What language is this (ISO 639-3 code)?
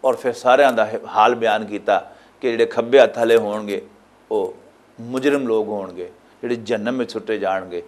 lah